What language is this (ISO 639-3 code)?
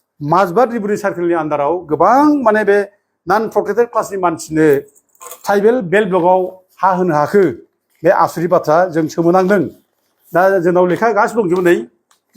brx